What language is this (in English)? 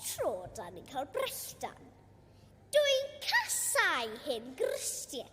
Welsh